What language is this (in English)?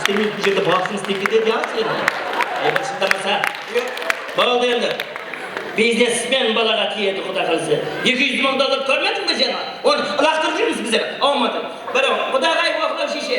Kara-Kalpak